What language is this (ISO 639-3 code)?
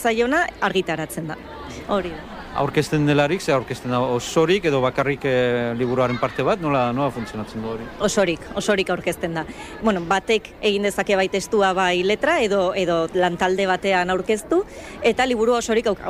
eus